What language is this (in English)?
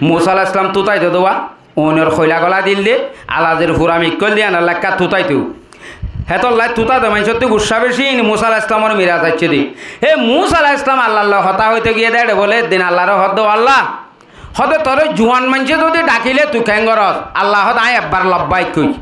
Rohingya